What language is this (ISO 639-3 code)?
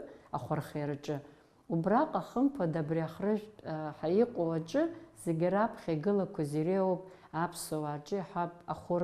abk